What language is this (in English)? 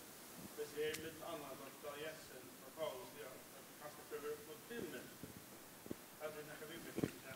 Faroese